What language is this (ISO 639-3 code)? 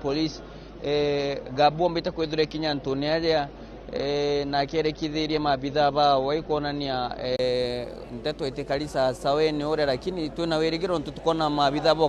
mer